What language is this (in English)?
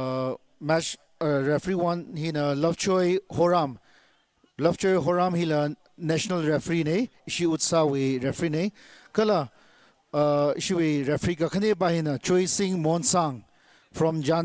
Tangkhul Naga (India)